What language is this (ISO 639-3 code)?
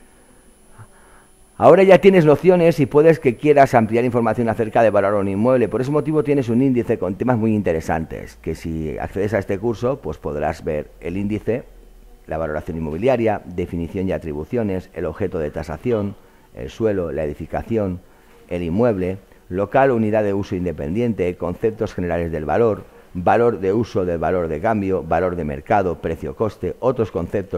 spa